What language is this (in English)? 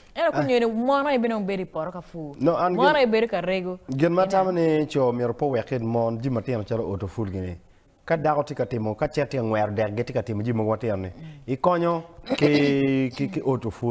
Acoli